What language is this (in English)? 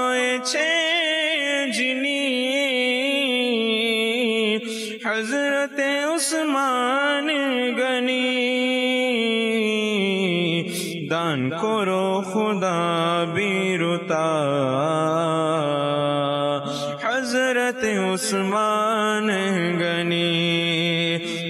Bangla